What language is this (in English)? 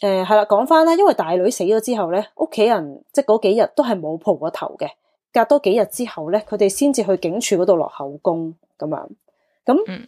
Cantonese